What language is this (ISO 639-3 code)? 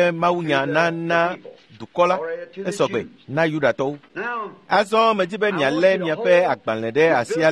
ewe